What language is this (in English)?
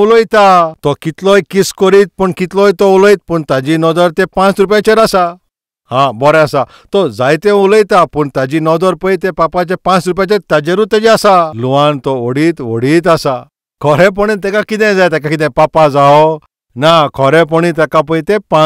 Konkani